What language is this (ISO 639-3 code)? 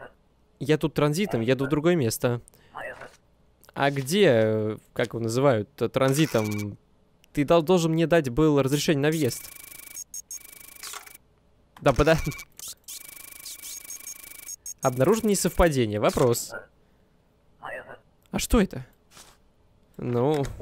rus